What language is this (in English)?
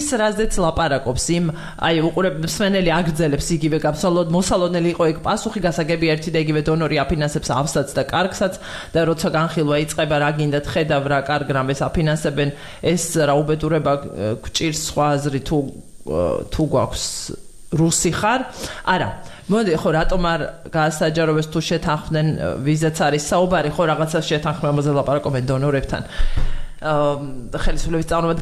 Georgian